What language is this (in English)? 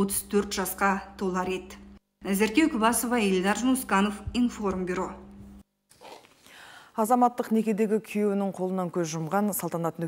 Kazakh